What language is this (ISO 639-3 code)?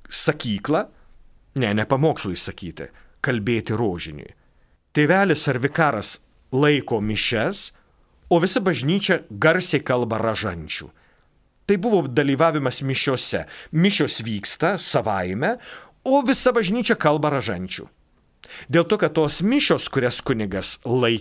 lit